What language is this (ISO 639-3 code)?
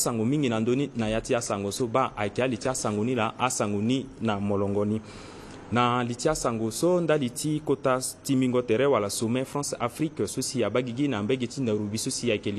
sag